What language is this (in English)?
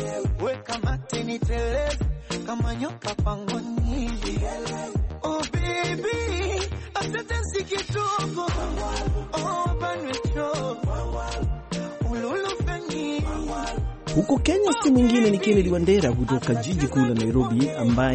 Swahili